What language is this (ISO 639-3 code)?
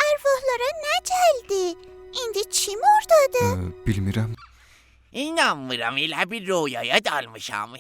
azb